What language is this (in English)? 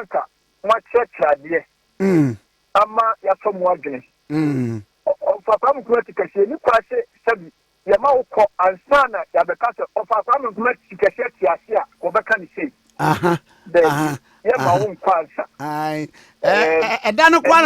Akan